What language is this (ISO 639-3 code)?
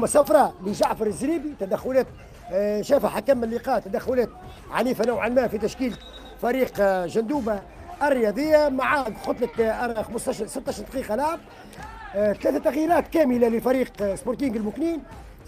aeb